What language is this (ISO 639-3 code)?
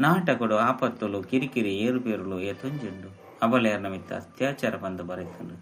tcy